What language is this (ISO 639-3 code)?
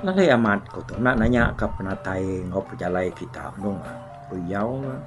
iba